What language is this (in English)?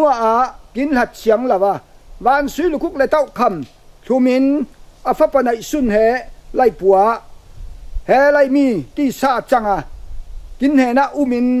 Falam Chin